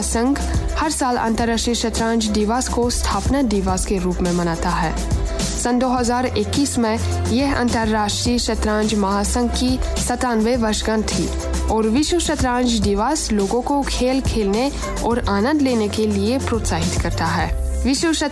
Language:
Hindi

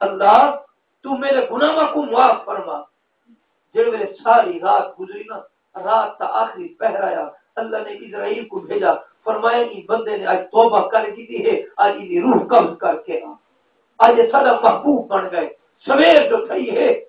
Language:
Saraiki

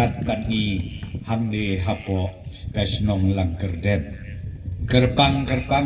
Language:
Khasi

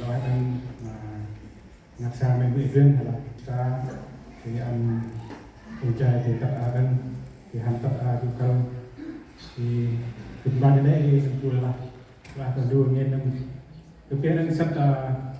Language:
Central Mnong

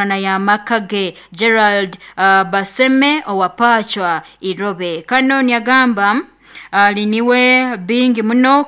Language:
Nyoro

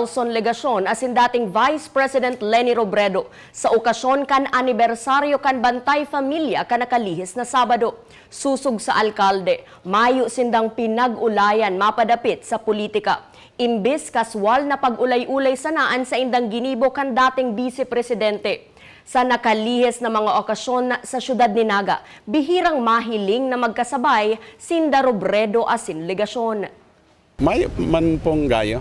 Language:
Bikol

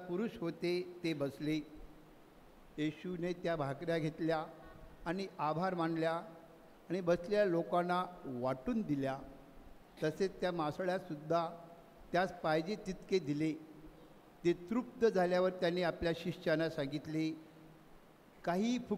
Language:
Marathi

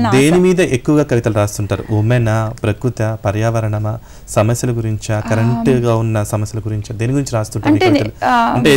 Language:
Telugu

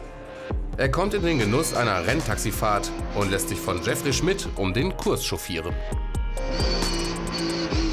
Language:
German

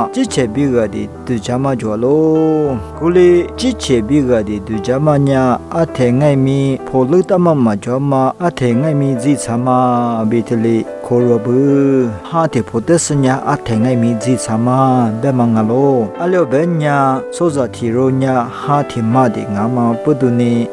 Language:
Lisu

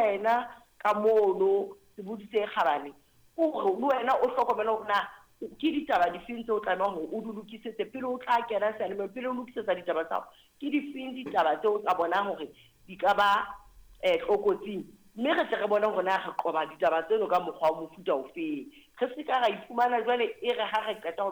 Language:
Southern Sotho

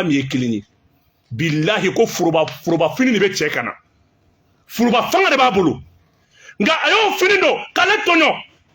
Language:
Bambara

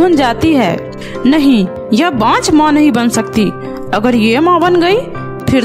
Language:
Hindi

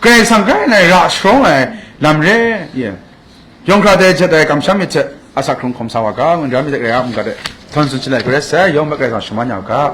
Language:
Kachin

